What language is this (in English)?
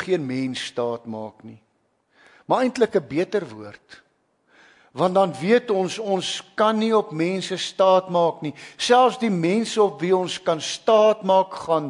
Afrikaans